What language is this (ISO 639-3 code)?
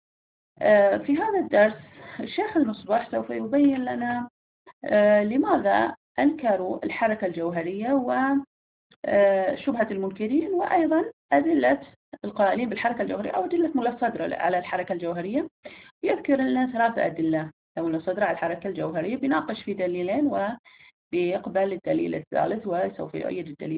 ara